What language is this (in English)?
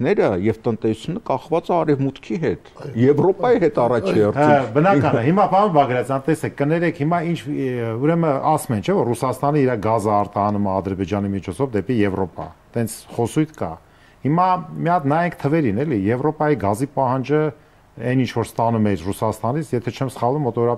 Armenian